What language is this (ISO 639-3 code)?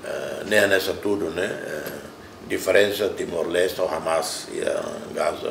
tet